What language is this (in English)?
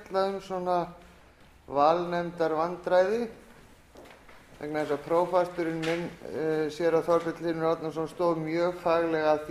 Icelandic